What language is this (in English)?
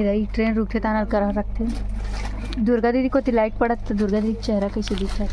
Chhattisgarhi